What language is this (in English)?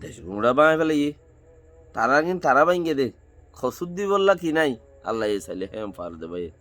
Rohingya